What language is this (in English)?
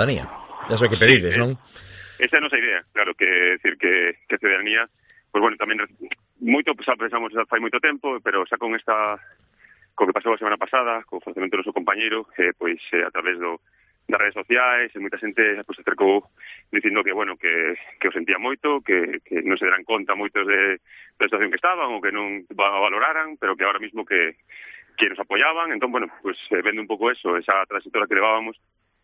Galician